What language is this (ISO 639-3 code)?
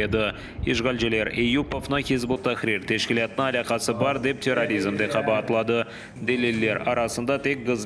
crh